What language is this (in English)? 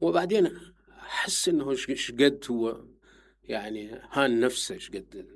Mesopotamian Arabic